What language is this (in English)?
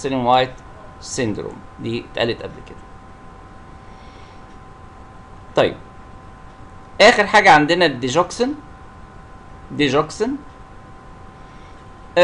Egyptian Arabic